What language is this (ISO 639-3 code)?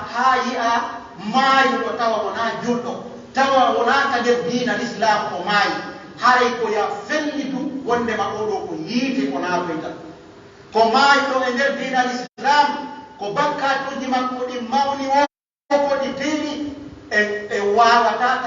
fuf